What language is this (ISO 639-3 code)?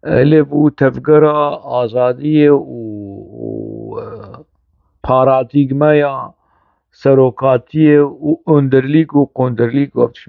kur